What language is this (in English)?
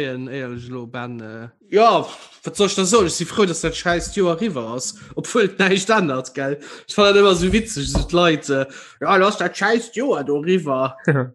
Luxembourgish